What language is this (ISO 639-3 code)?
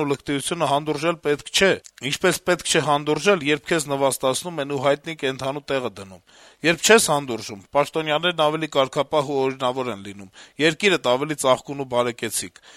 hye